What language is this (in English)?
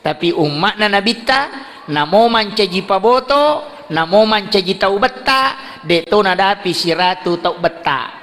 Buginese